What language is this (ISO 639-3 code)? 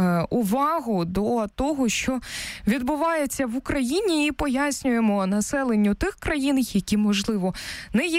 ukr